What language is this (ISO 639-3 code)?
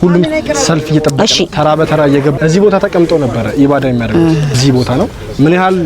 amh